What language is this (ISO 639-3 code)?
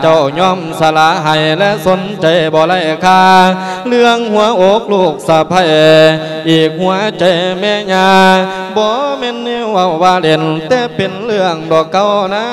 lao